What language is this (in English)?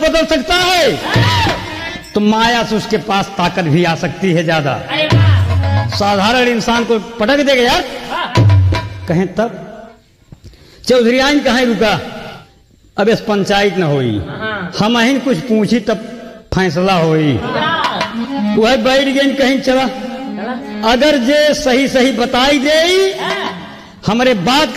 Bhojpuri